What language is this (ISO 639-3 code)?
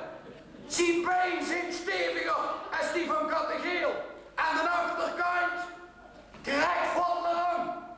lim